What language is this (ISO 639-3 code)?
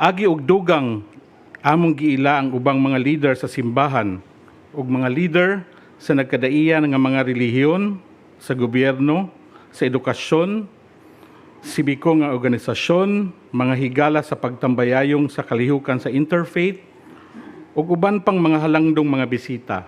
ceb